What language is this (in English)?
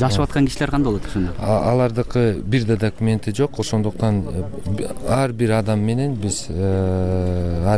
Kyrgyz